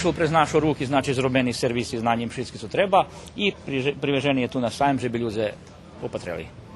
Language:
Rusyn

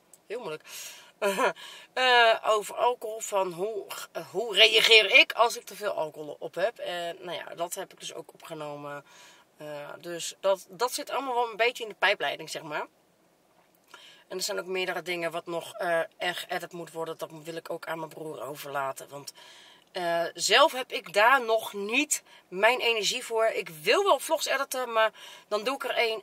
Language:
Dutch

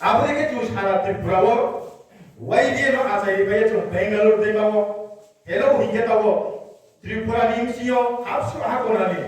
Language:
Riang (India)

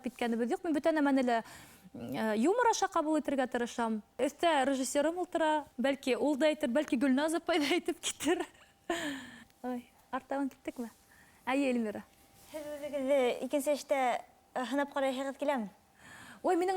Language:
Bashkir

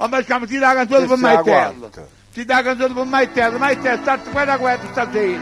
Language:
Neapolitan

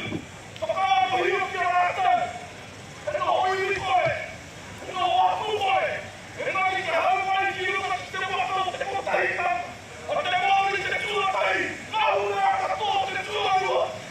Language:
Māori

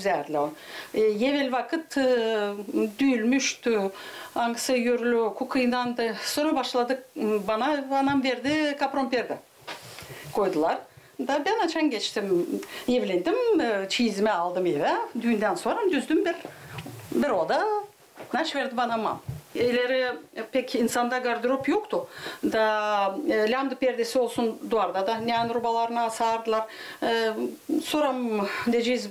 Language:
Gagauz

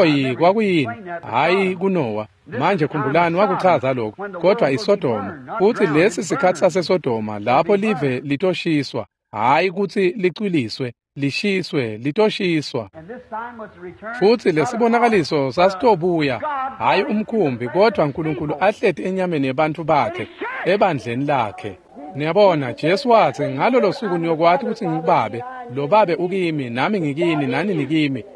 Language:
Swati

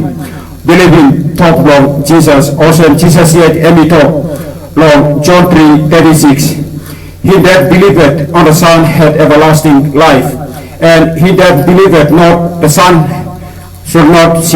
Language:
Tok Pisin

